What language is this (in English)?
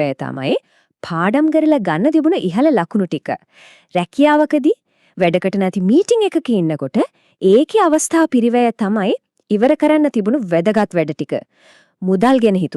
Sinhala